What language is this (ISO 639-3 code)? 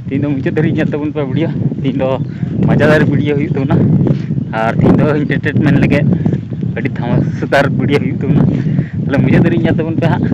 sat